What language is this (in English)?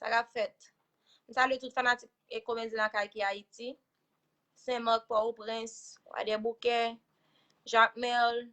Haitian Creole